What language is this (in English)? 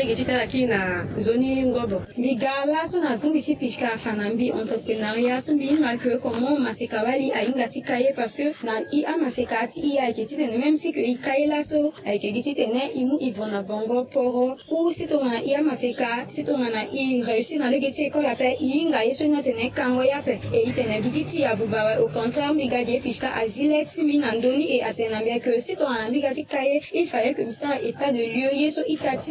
Sango